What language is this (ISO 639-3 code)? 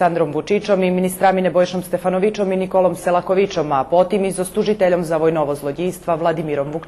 rue